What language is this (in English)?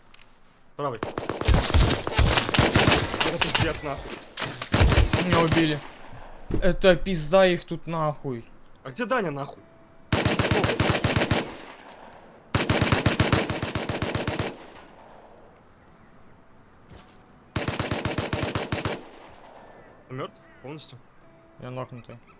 Russian